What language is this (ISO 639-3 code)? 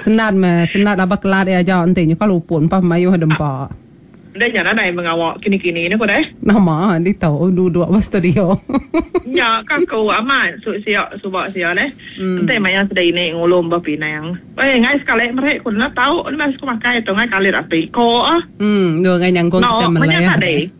iba